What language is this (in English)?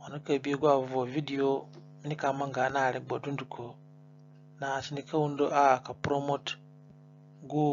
Zande (individual language)